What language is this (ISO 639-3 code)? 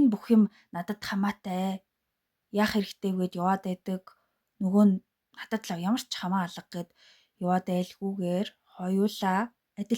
mon